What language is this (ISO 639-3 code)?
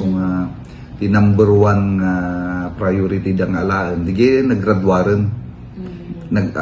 ilo